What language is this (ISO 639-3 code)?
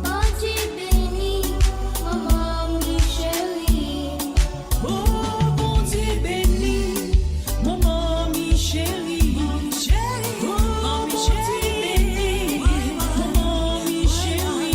mfe